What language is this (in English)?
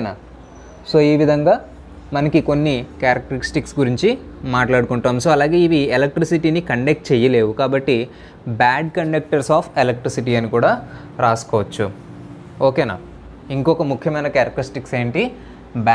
Telugu